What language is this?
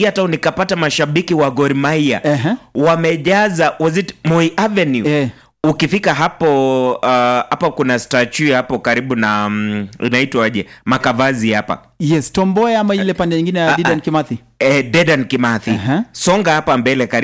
Swahili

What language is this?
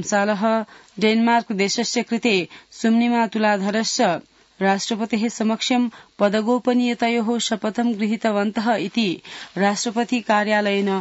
Sanskrit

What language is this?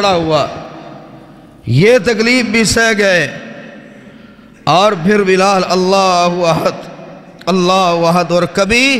Urdu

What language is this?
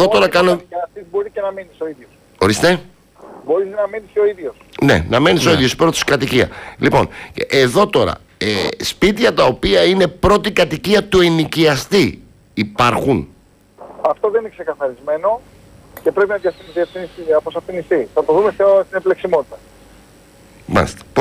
Greek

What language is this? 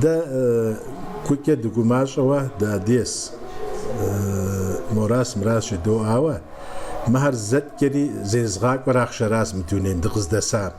Kabardian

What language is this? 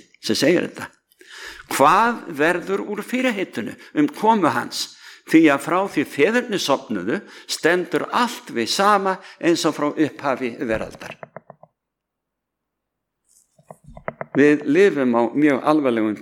Icelandic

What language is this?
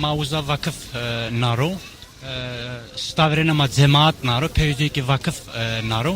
Zaza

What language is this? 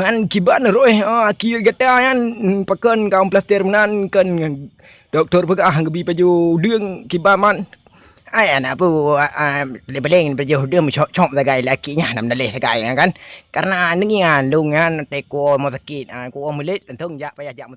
Achinese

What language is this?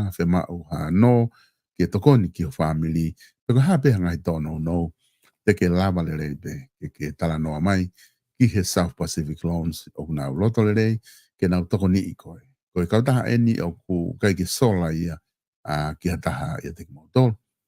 Tongan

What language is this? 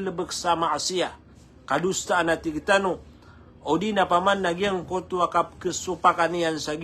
Maranao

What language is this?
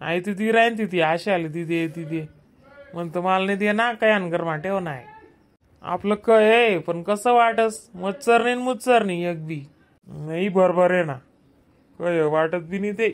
Khandesi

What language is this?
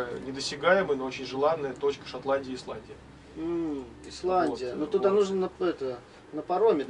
Russian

